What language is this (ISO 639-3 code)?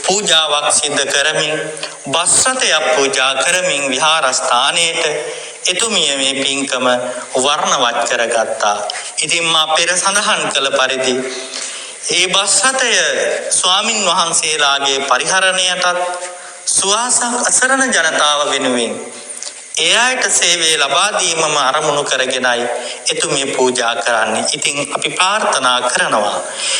sin